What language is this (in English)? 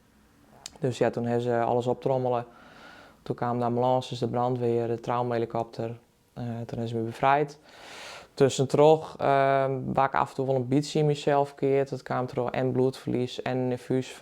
Western Frisian